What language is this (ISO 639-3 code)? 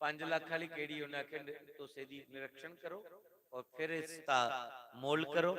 doi